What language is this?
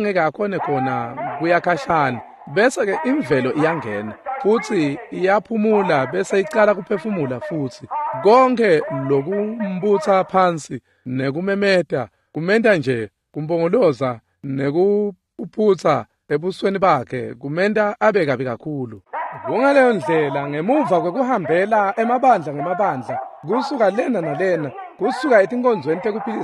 Swati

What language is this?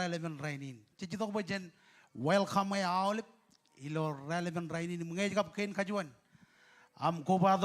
Marshallese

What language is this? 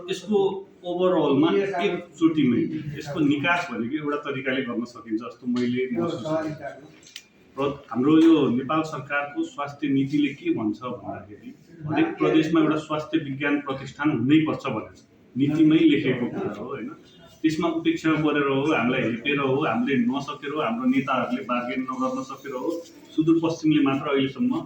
Nepali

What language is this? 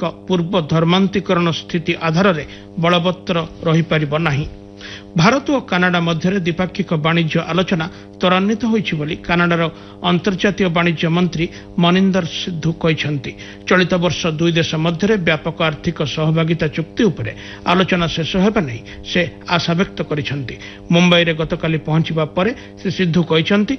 Odia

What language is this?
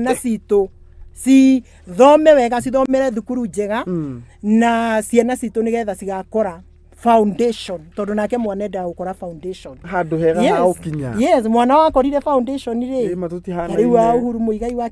Kikuyu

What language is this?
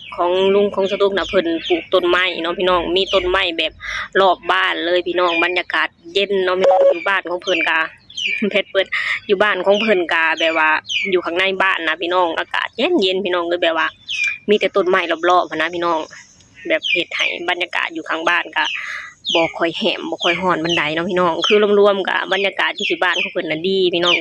Lao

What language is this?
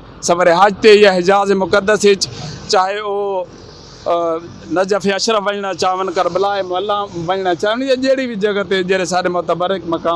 Saraiki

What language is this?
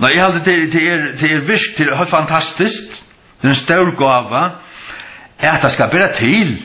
Faroese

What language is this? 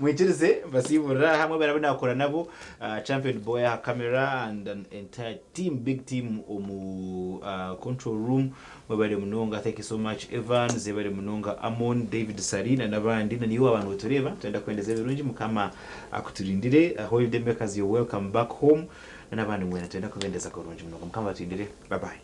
Nyankole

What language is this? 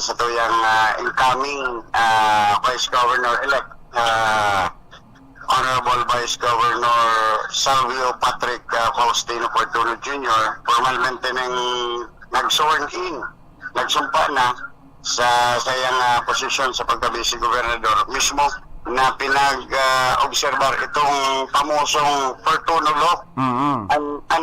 Bikol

